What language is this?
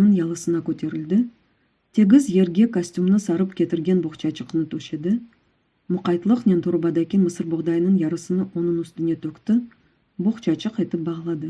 Crimean Tatar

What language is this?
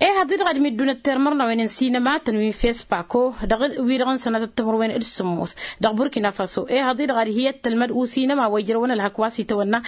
Tamasheq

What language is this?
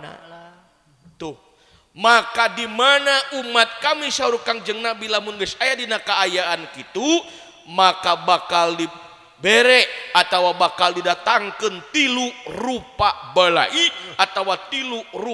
Sundanese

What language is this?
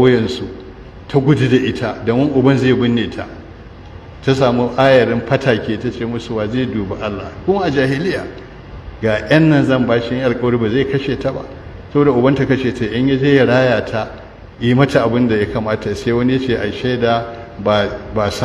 Hausa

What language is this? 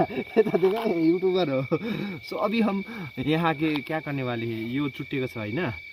Nepali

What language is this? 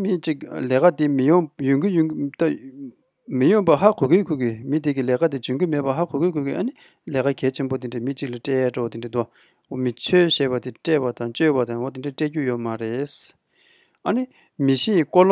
Tibetan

